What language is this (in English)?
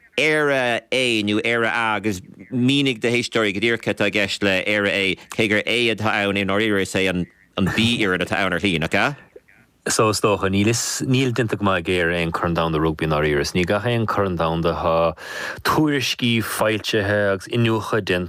Irish